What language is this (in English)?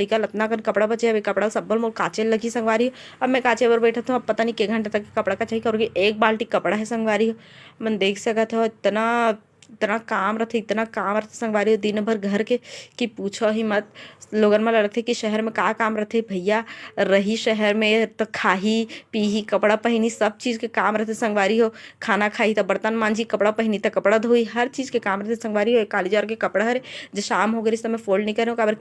Chhattisgarhi